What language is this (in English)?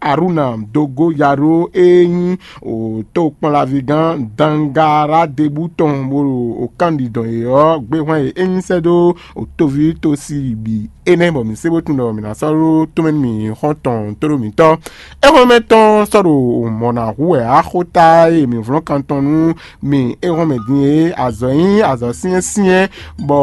Fon